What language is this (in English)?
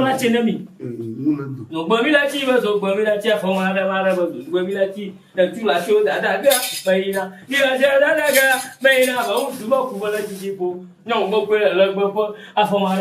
Ewe